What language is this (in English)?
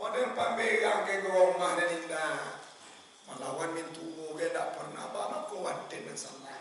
Minangkabau